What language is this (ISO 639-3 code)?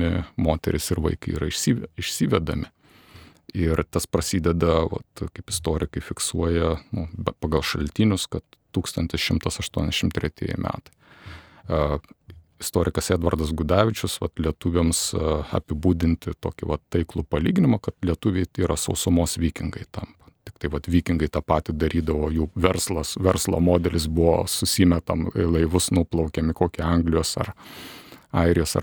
lit